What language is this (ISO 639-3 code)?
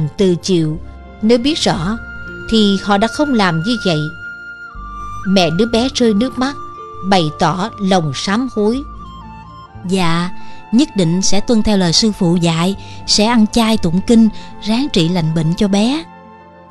vie